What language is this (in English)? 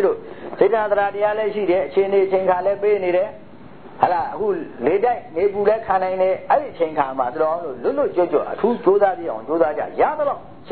Burmese